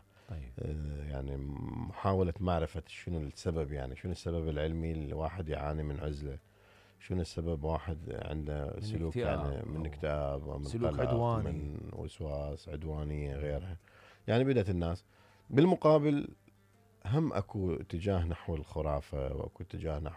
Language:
Mesopotamian Arabic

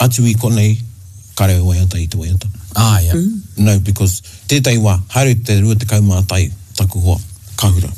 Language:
Māori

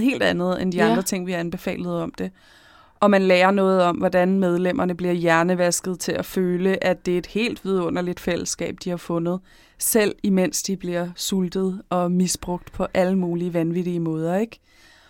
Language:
Danish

